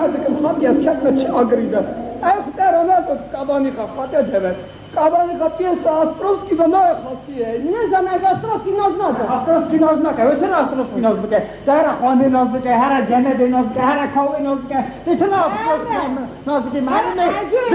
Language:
Kurdish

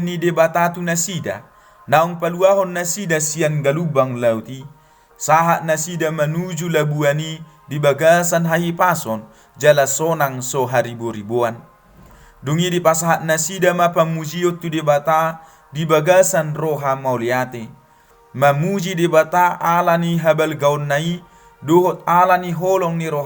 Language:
Batak Toba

